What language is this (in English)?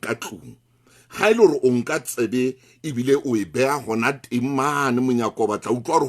Southern Sotho